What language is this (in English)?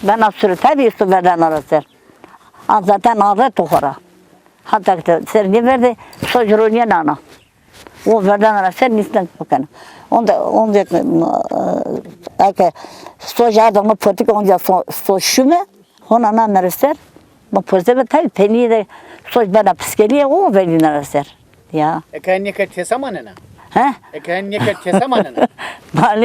Zaza